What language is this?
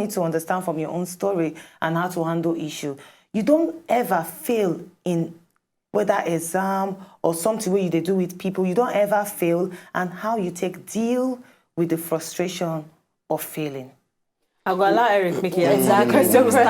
Nigerian Pidgin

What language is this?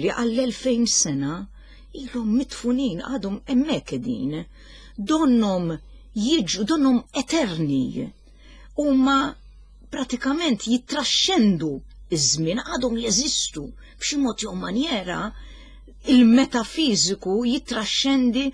Maltese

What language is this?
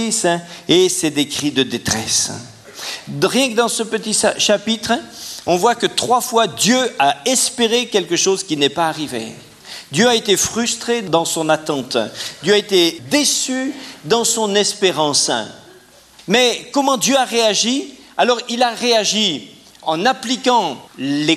French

